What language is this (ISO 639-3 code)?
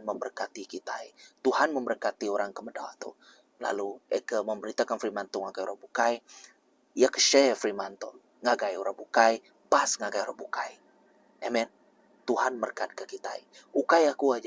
iba